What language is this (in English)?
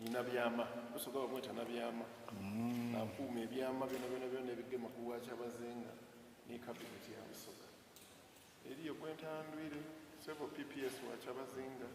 Soga